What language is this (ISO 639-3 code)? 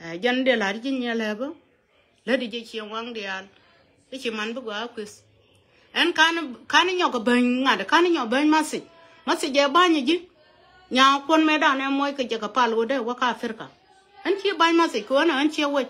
nus